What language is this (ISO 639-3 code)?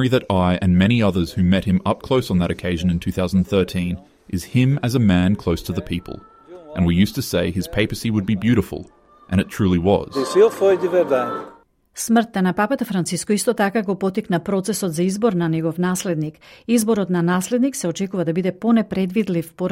mkd